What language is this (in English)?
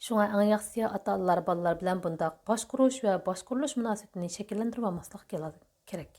Uyghur